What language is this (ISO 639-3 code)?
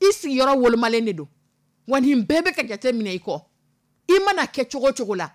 dyu